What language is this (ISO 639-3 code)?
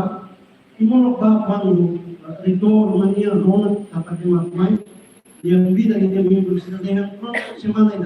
tet